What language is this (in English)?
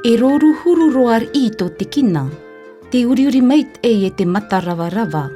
Tahitian